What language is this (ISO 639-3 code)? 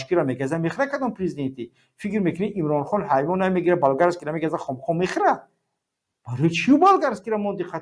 tgk